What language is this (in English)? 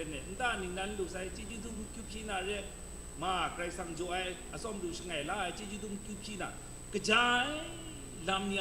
Kachin